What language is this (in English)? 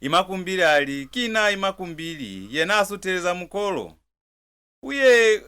Lozi